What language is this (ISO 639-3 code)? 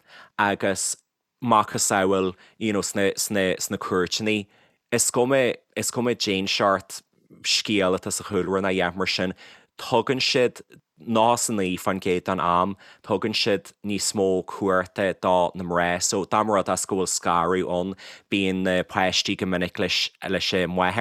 gle